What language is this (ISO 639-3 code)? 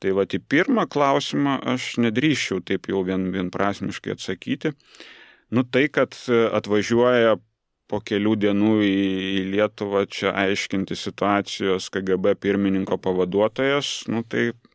lit